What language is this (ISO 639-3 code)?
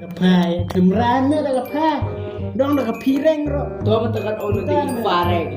kha